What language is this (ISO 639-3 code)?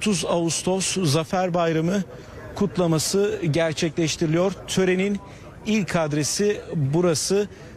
tur